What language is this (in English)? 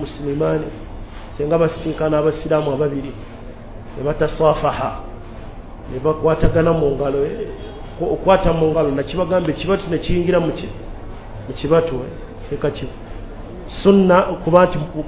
Ganda